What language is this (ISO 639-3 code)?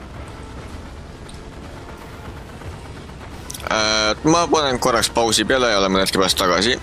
est